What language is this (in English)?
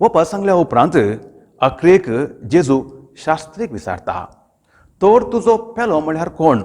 Konkani